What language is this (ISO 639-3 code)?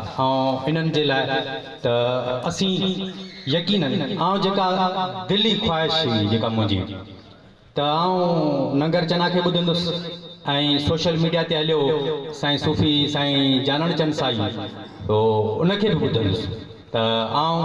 snd